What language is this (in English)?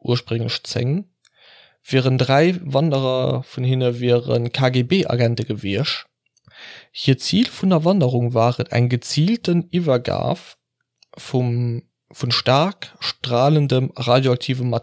Luxembourgish